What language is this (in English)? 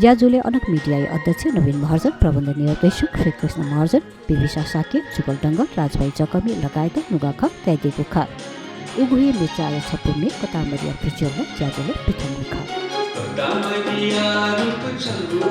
Newari